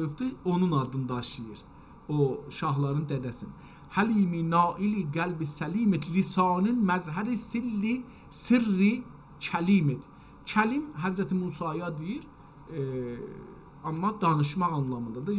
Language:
South Azerbaijani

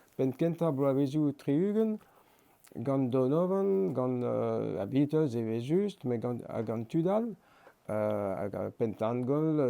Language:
Breton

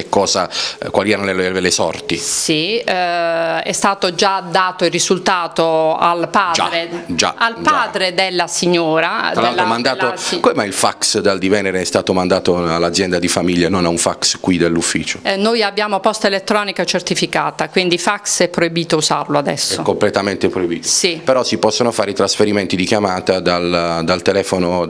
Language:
Italian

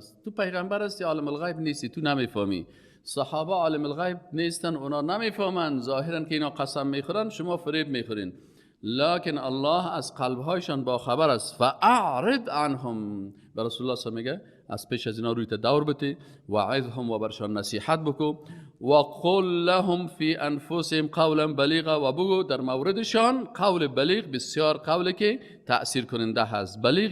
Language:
Persian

